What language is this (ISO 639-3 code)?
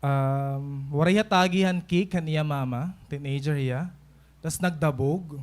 war